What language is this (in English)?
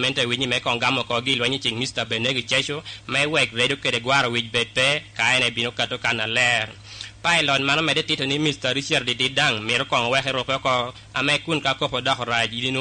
Lango (Uganda)